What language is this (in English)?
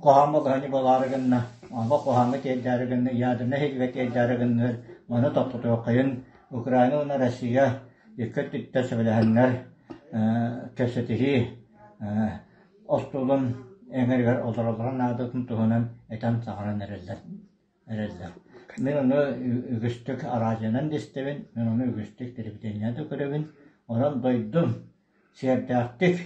Yakut